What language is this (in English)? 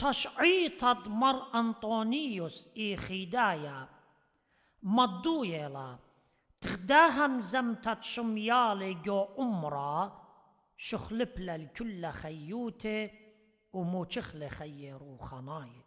Assyrian Neo-Aramaic